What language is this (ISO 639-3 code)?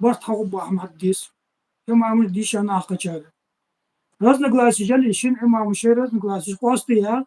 inh